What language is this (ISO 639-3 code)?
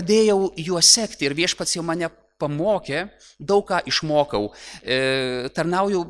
lit